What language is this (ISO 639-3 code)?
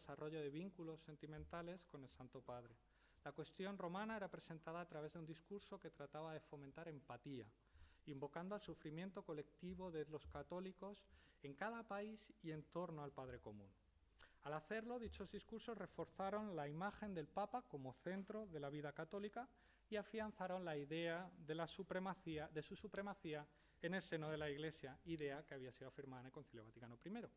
spa